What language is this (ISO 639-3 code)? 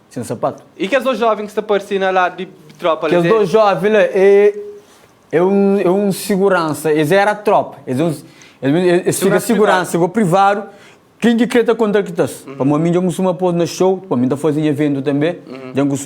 kea